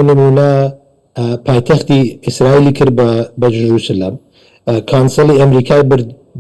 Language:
Central Kurdish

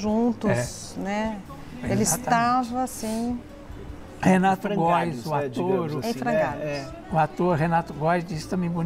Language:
Portuguese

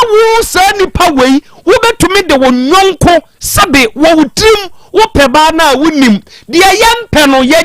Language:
Akan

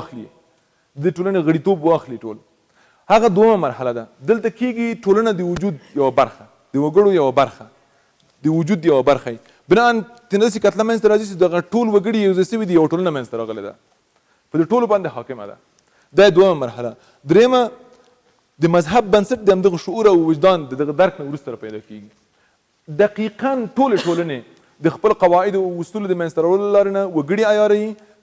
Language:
Pashto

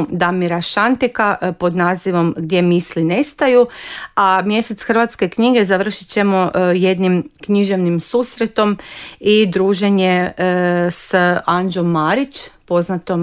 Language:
Croatian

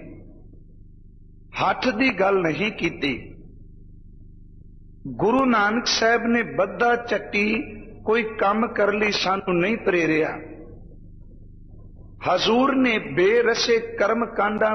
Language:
Punjabi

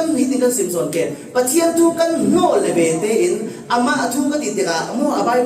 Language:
Falam Chin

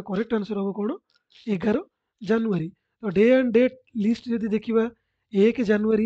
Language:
Odia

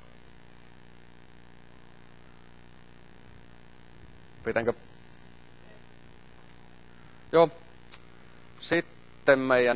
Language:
Finnish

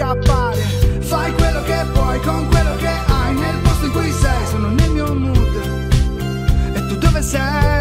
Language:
Italian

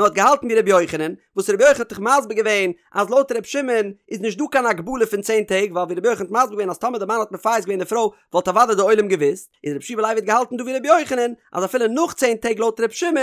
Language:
Yiddish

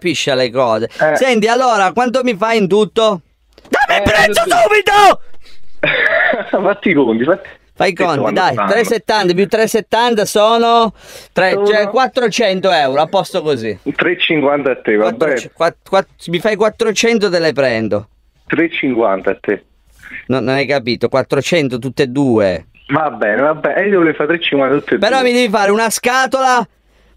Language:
Italian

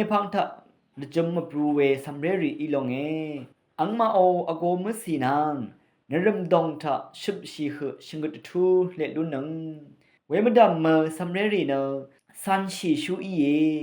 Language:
Rawang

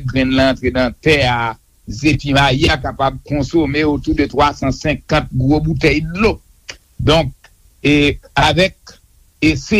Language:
Haitian Creole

